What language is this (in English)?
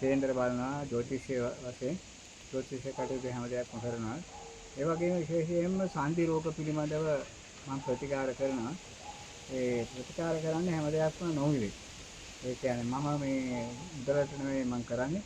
Sinhala